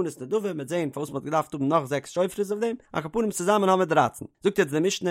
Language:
Yiddish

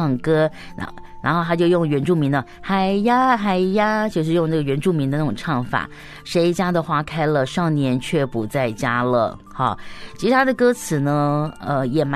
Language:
Chinese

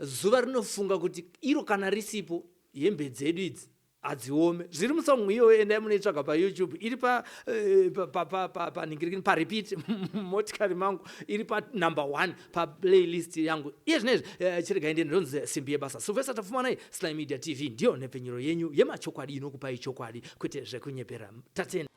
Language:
Shona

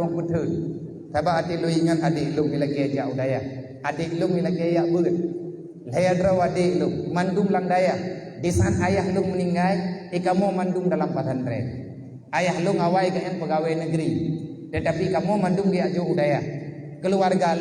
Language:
Achinese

